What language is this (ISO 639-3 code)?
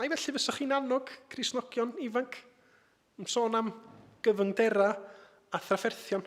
cym